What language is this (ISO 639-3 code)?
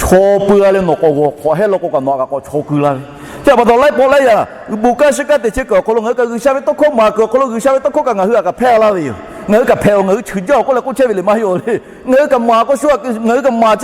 lhu